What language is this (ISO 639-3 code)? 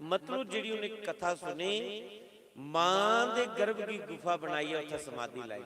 doi